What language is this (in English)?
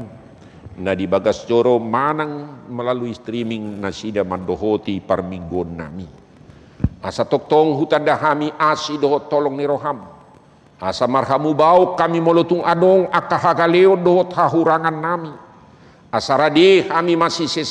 Batak Toba